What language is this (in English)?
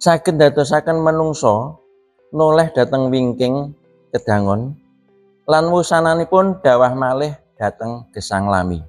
Javanese